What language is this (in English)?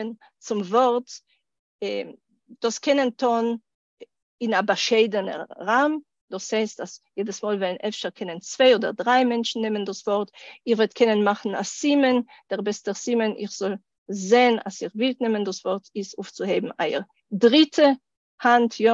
Yiddish